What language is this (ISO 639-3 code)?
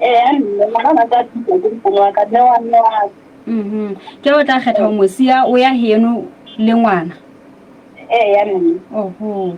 sot